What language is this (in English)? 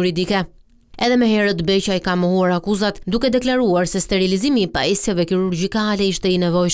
Albanian